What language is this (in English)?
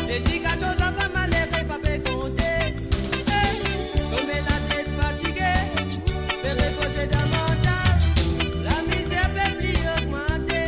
Morisyen